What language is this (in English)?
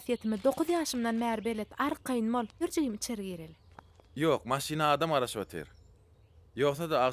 Turkmen